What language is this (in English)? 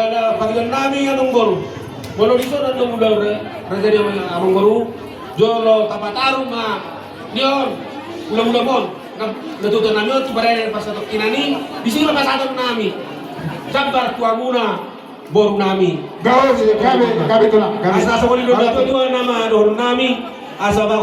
Batak Toba